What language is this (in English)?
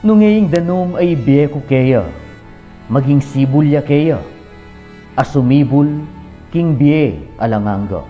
Pampanga